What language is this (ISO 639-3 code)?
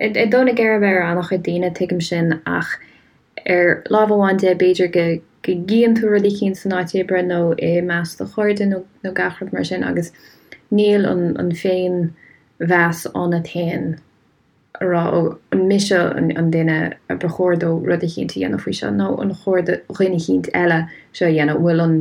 gle